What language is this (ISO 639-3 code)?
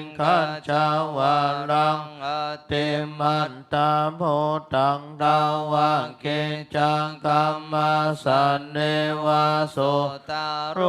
pli